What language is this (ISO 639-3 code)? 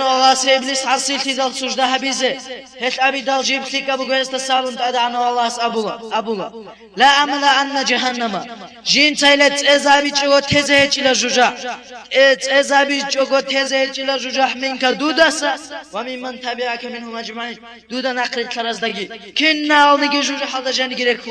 ava